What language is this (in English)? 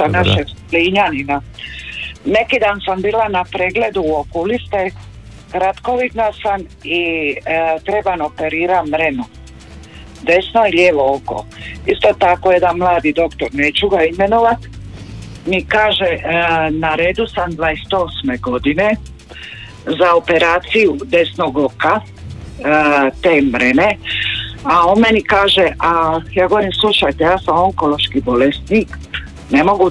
Croatian